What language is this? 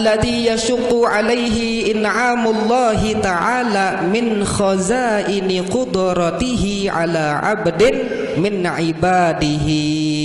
Sasak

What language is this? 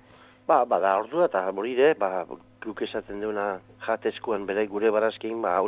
Basque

